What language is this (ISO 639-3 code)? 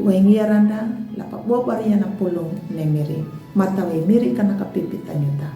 akg